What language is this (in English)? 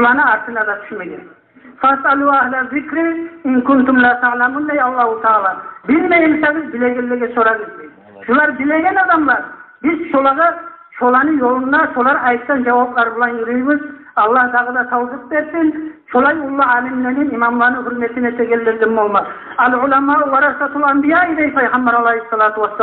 Kumyk